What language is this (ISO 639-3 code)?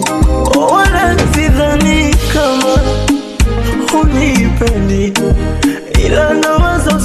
swa